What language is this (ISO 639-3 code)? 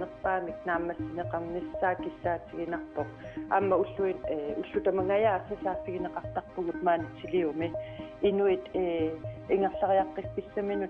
kal